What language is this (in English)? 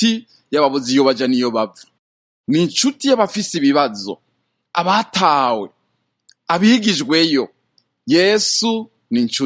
Rundi